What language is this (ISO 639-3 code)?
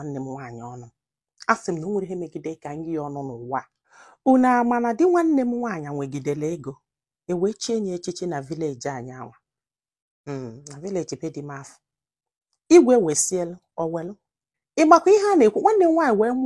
ibo